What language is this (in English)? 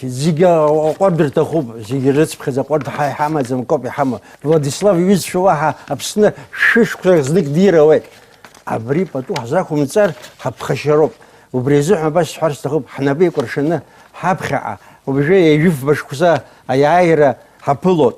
Abkhazian